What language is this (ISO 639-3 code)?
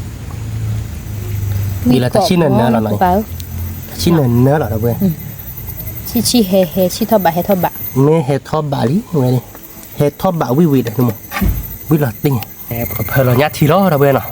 ksw